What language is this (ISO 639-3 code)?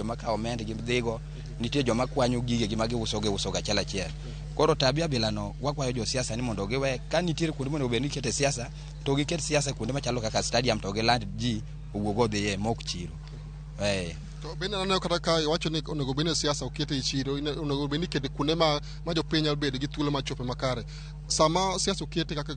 luo